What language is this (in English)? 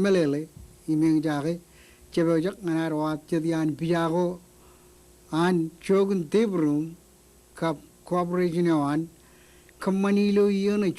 Marshallese